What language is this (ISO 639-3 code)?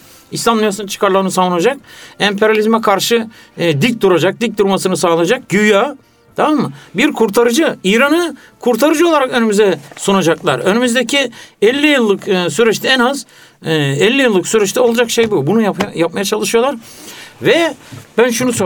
tur